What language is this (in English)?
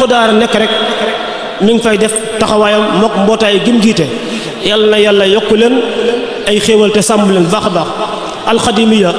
Wolof